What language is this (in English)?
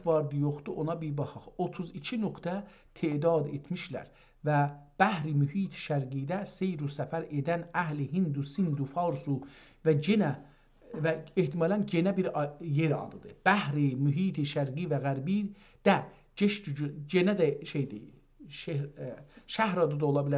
South Azerbaijani